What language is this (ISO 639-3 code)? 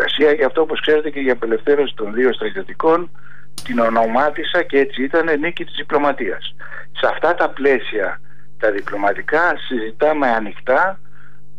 ell